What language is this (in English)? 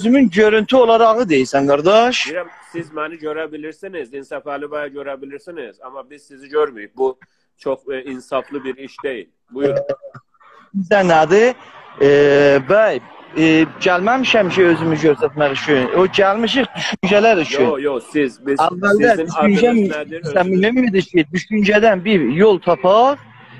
South Azerbaijani